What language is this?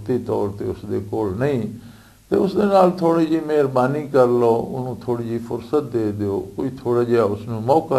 Western Panjabi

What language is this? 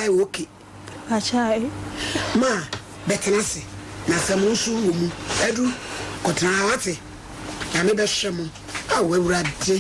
Akan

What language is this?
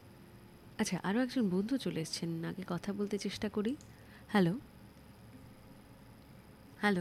Bangla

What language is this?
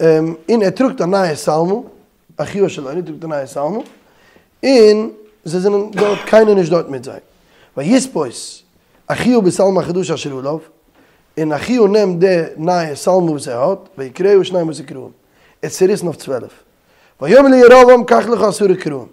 Yiddish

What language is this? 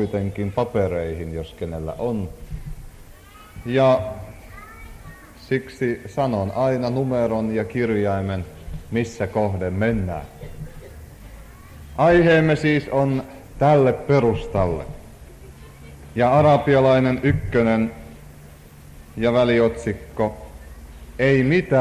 Finnish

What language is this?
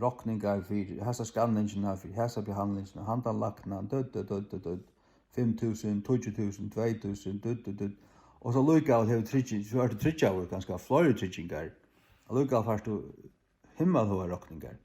Faroese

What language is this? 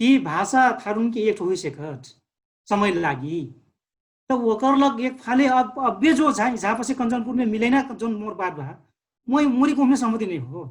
Dangaura Tharu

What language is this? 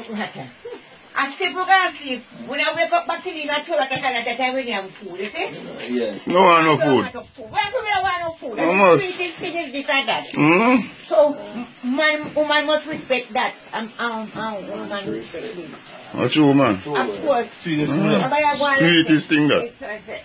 Jamaican Creole English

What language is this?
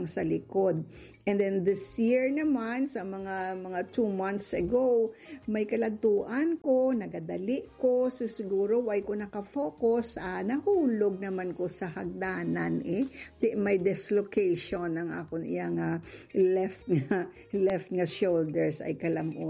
Hiligaynon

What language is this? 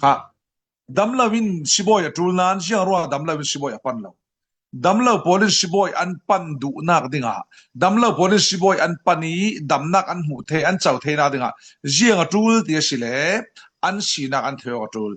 Falam Chin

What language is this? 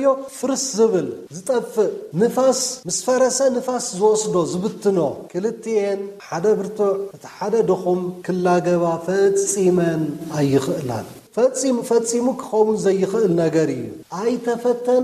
Tigrinya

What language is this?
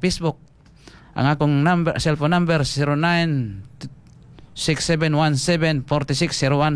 Cebuano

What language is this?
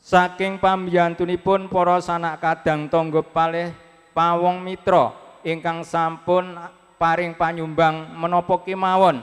Javanese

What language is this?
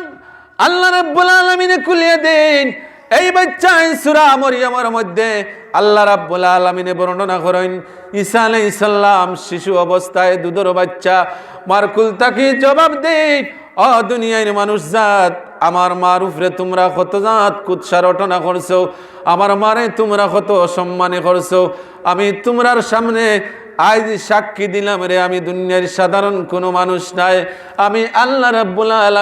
Sylheti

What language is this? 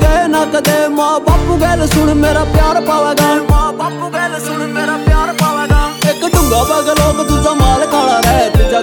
Haryanvi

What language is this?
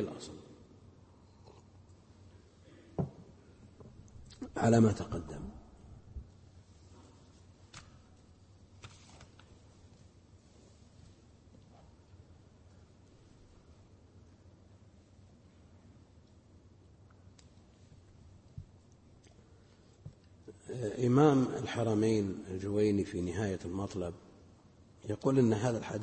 Arabic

